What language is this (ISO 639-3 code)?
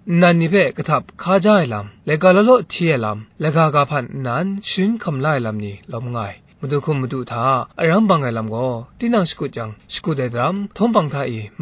kac